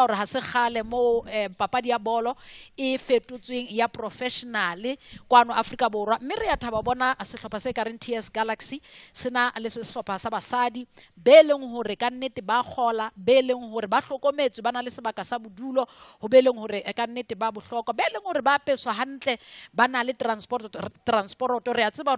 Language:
Southern Sotho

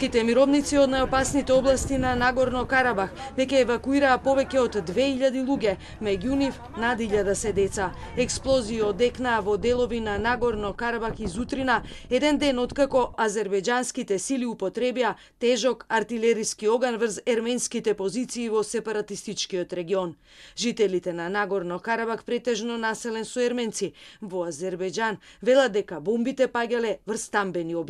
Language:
Macedonian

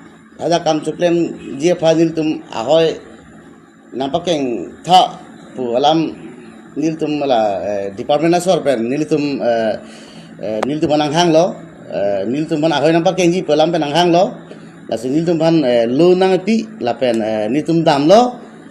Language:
Karbi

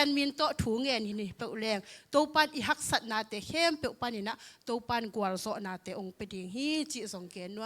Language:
Tedim Chin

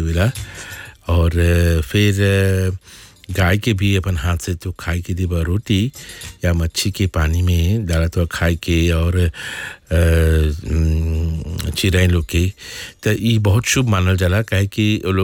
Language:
Bhojpuri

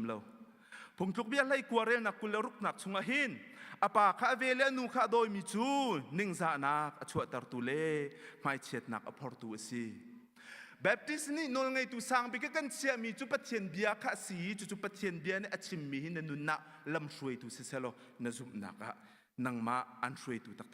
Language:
Hakha Chin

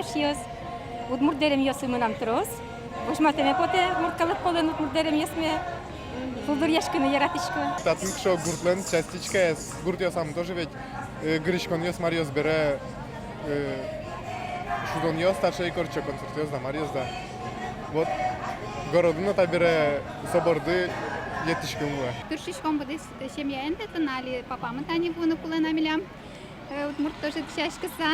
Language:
Udmurt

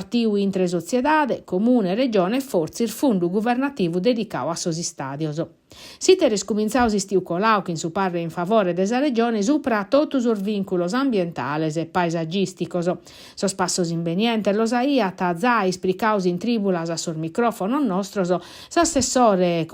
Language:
Sardinian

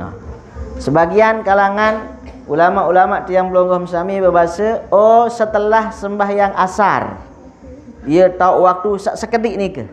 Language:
Sasak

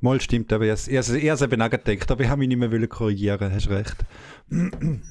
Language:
Swiss German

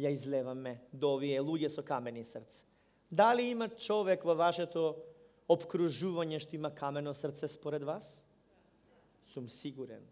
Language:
Macedonian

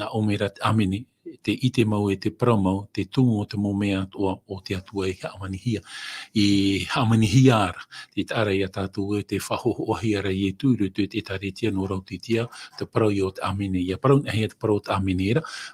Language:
Tahitian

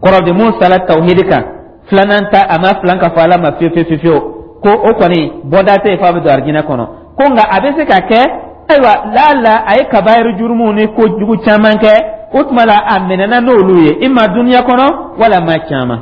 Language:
Dyula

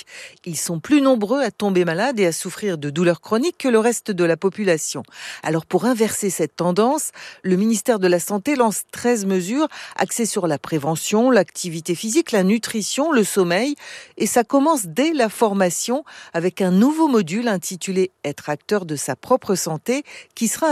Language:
French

